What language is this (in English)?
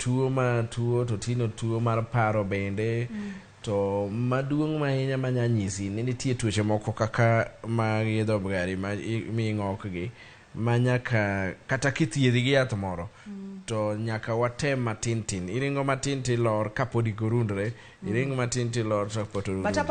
Luo (Kenya and Tanzania)